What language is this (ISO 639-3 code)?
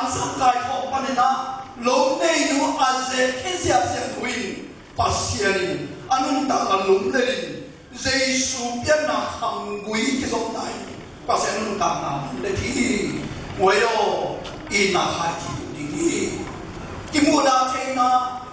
ctd